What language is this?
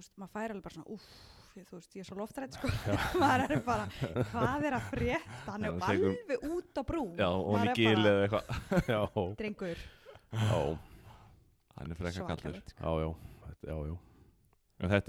Icelandic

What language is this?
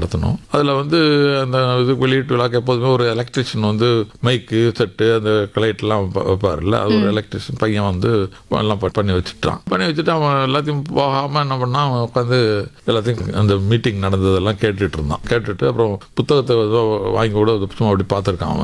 Tamil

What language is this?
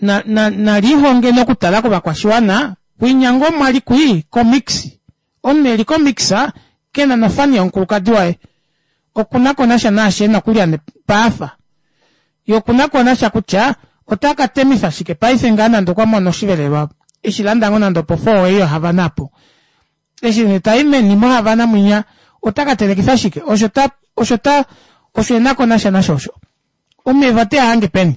Kuanyama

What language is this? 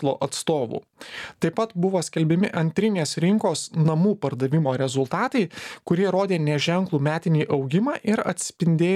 Lithuanian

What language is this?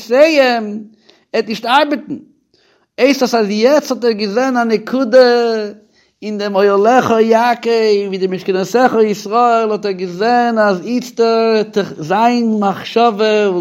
Yiddish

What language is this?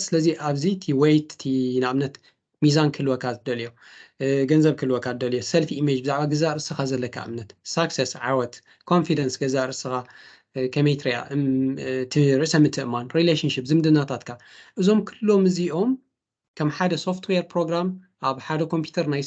Tigrinya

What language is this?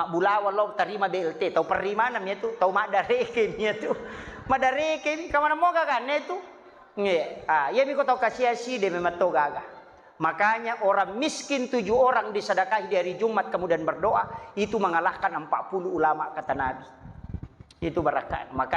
Buginese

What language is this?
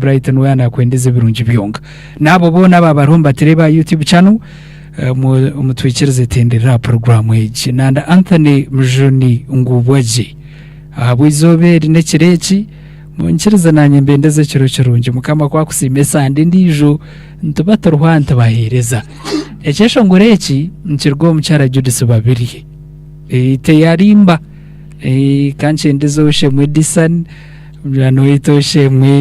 Nyankole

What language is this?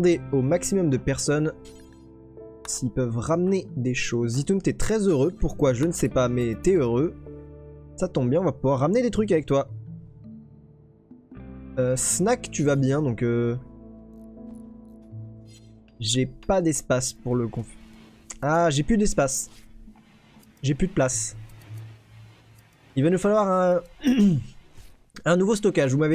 French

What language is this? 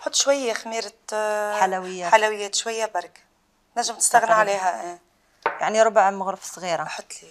Algerian Arabic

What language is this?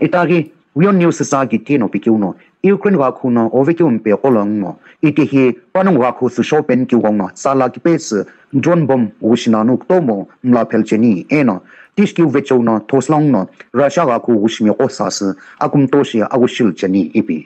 Sumi Naga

